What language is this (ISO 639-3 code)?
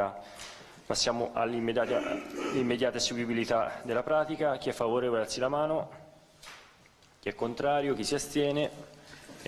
ita